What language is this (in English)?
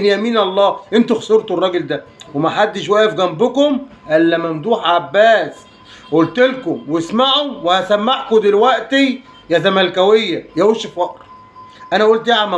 Egyptian Arabic